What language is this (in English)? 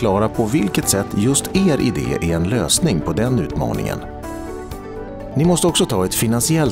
Swedish